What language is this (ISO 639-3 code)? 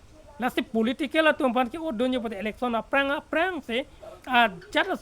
mjw